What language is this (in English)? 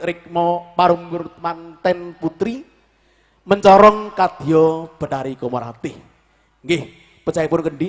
Javanese